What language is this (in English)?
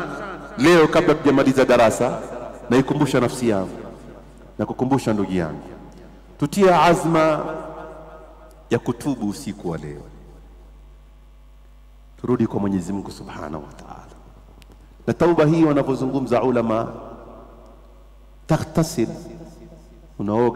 Swahili